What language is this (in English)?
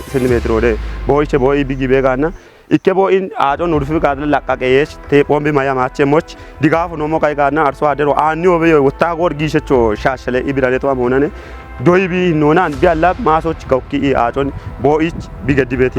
Kafa